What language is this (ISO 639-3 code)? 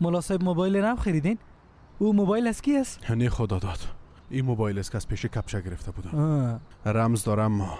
fas